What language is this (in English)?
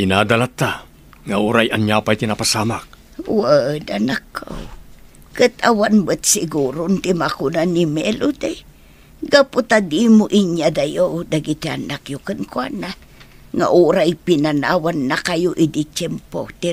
Iloko